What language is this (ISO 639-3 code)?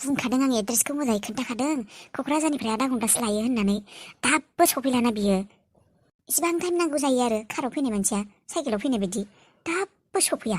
brx